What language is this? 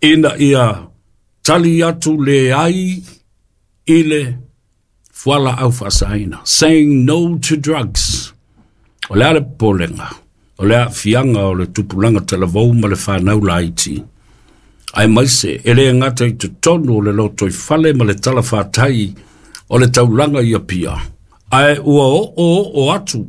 Samoan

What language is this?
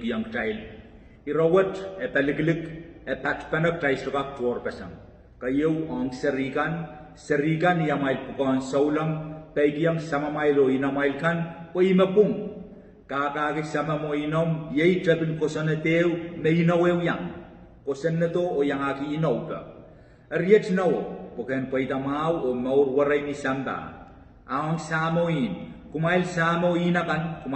Pohnpeian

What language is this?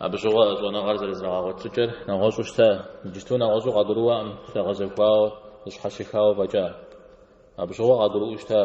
Kabardian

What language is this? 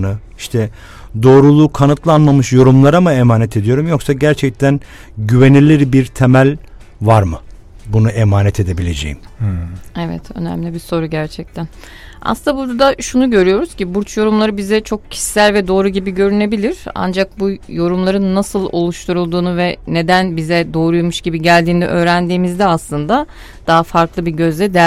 Turkish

